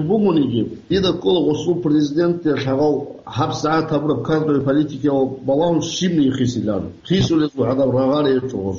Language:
Avaric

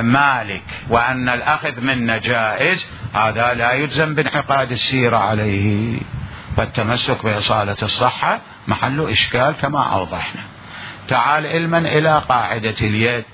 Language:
Mesopotamian Arabic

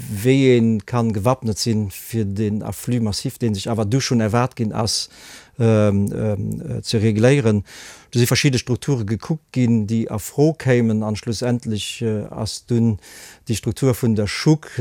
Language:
Luxembourgish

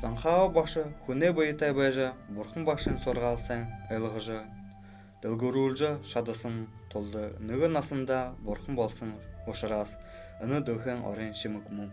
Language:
Buriat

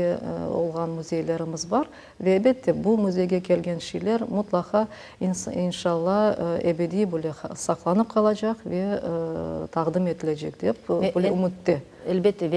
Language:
Crimean Tatar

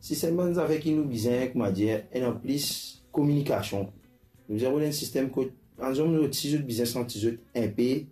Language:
Morisyen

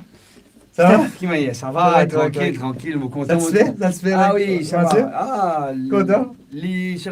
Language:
Morisyen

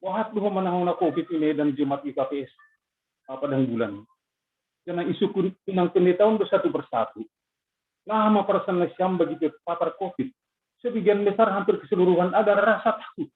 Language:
Batak Simalungun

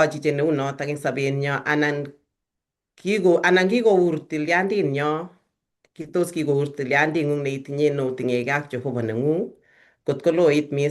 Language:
Kalenjin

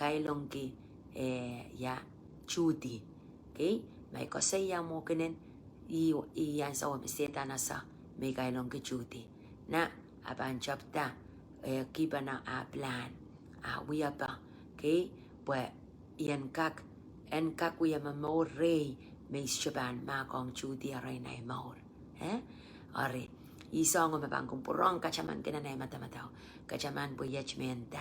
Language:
Pohnpeian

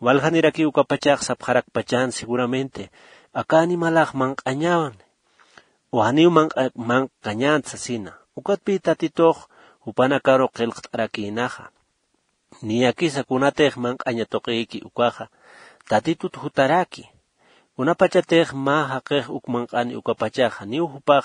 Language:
Aymara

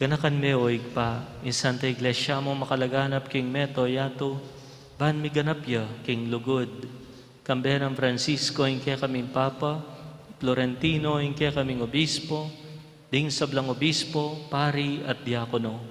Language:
Pampanga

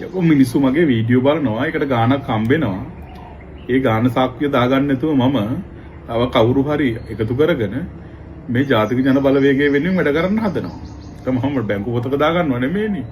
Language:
Sinhala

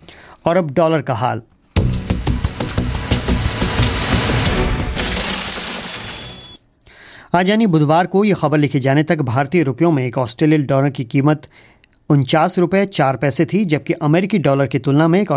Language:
Hindi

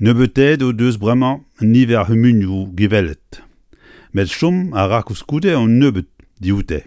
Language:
Breton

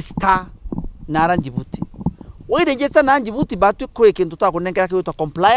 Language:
Meru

